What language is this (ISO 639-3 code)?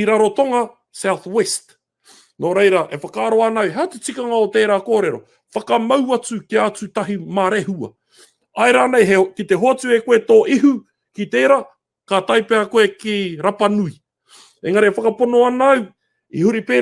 mri